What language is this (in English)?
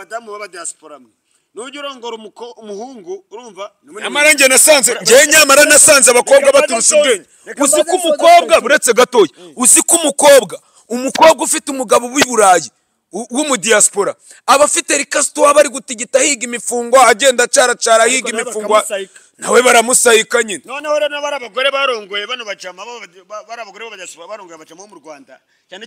Kinyarwanda